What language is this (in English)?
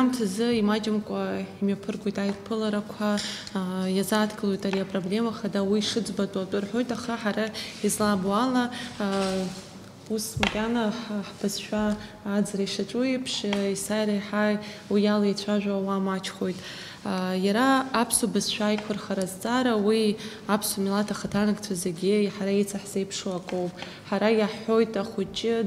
Abkhazian